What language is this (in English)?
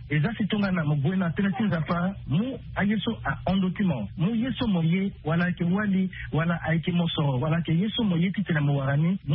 Sango